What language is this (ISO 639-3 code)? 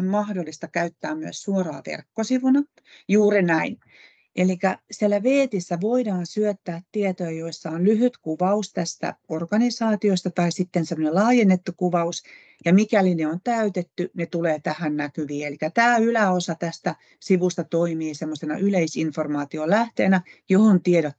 fin